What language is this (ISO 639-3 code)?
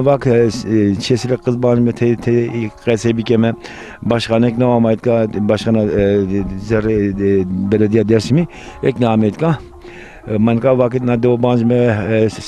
zza